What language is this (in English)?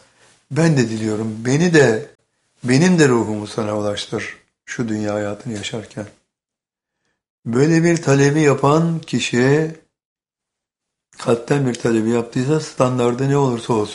Turkish